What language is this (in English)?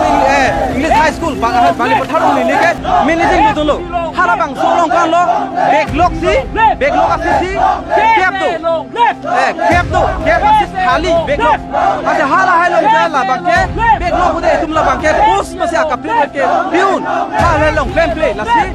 Karbi